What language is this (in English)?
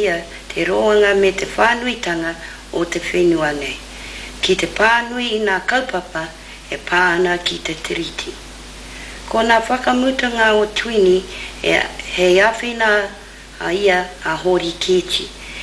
Māori